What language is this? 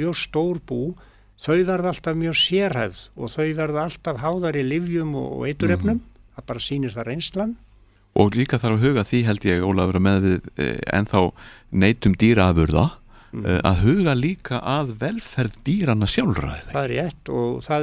Icelandic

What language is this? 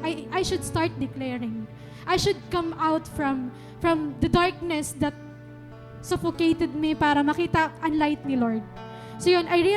Waray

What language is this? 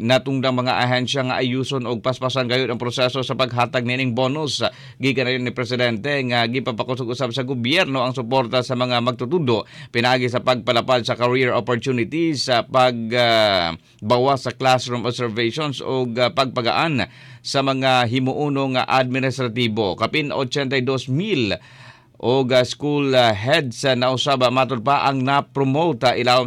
Cebuano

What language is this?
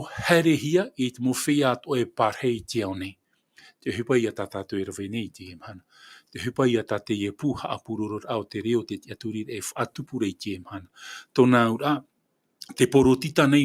Tahitian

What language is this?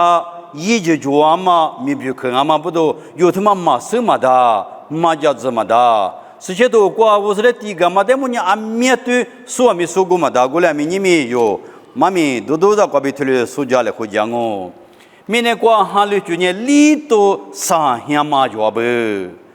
Lisu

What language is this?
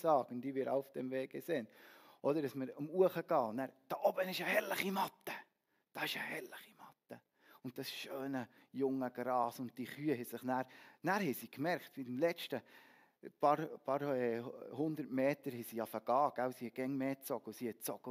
Swiss German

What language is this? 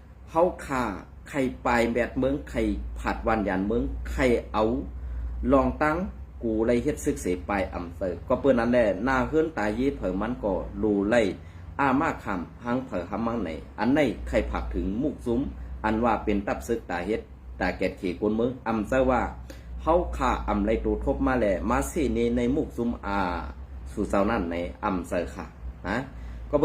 Shan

